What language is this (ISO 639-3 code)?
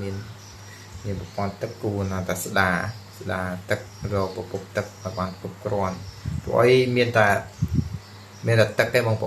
khm